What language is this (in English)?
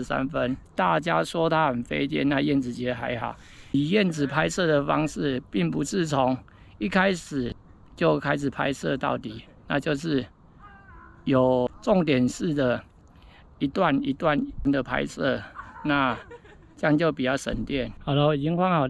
Chinese